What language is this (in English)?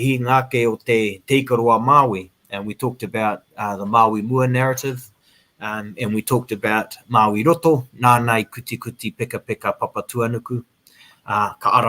Māori